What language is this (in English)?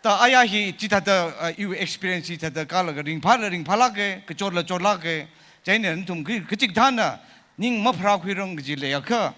Tangkhul Naga (India)